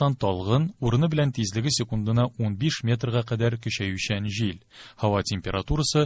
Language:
Tatar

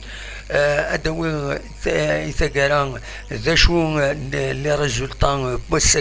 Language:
Kabyle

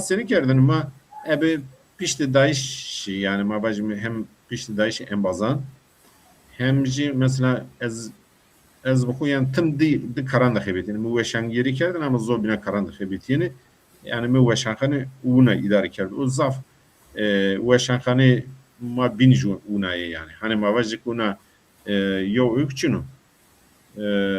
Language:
Zaza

